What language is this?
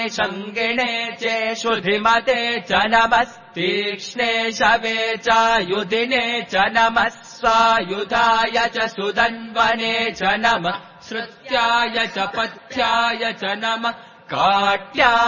Sanskrit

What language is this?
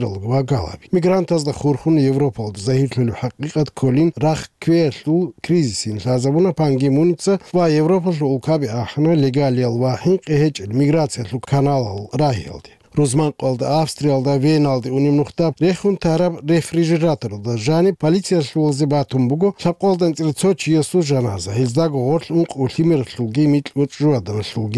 Avaric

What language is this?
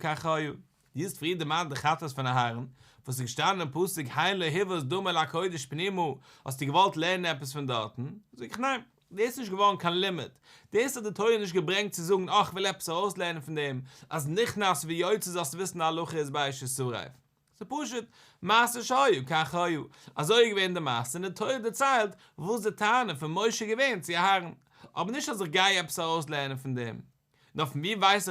Yiddish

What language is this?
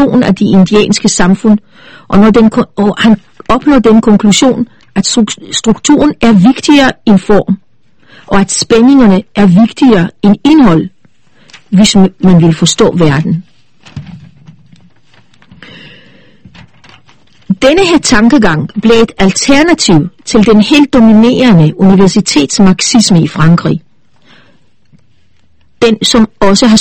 Danish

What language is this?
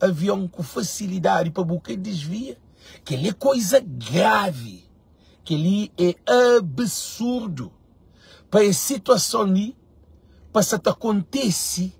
Kabuverdianu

